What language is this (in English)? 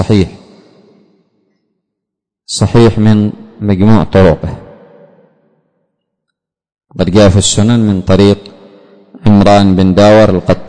Arabic